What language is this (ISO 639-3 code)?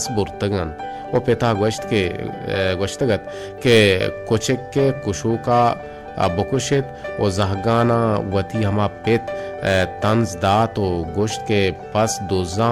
bal